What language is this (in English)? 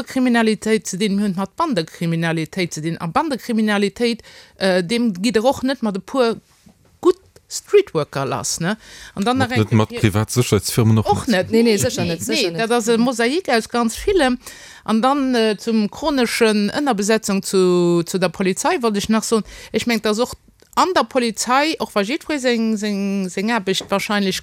Luxembourgish